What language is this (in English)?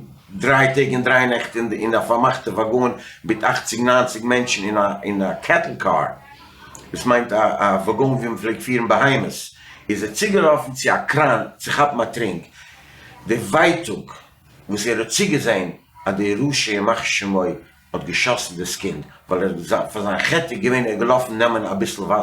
Yiddish